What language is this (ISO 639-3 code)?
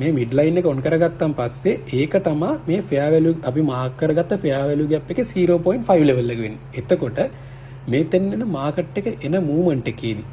sin